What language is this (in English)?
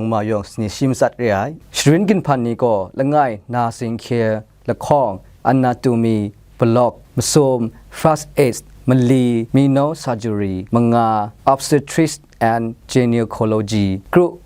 Kachin